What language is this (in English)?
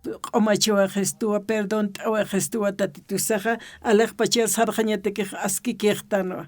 Aymara